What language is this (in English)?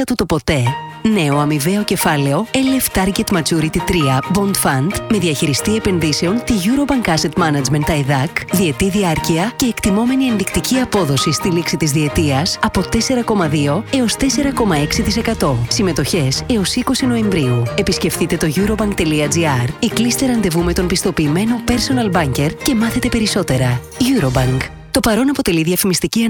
Greek